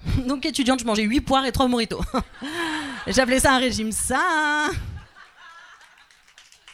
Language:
French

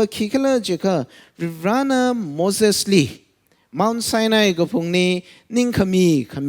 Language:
Tangkhul Naga (India)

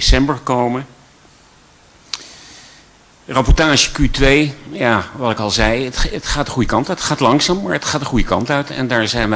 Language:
Dutch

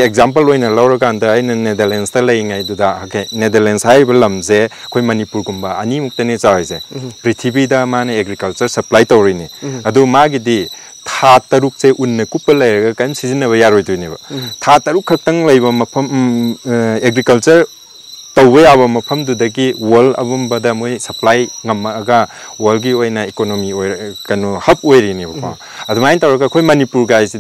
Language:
Manipuri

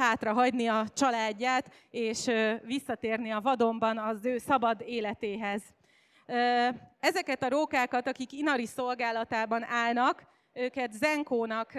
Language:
Hungarian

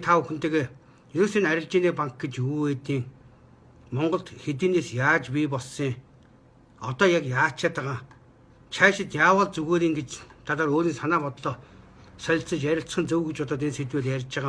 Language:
Mongolian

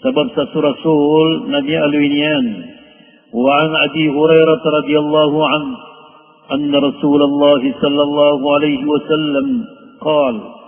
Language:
Maranao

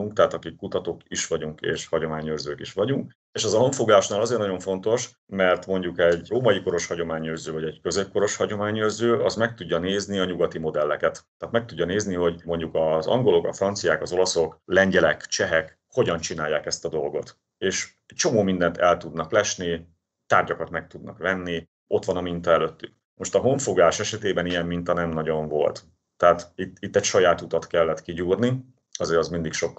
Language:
Hungarian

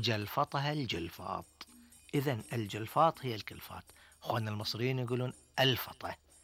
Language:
Gulf Arabic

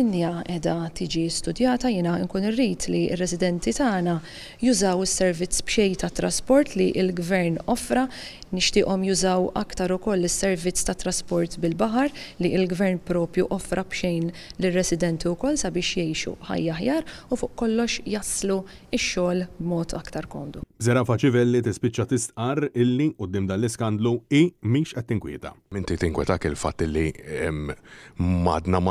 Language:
Maltese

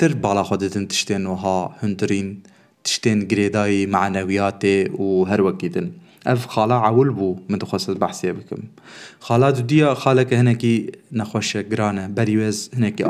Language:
Kurdish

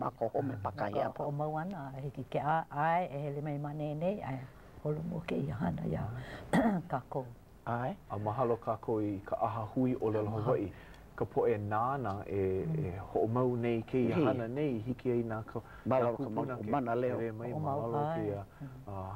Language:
Hawaiian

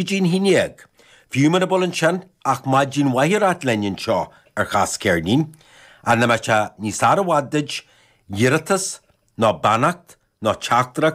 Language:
Irish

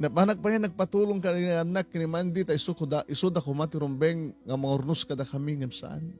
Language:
Iloko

